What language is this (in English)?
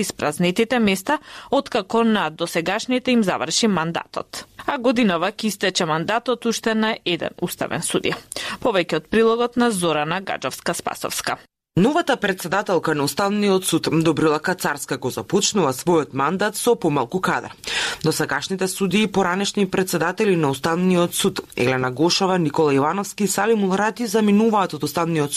Macedonian